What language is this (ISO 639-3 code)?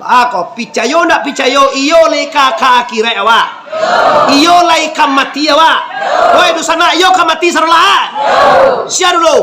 min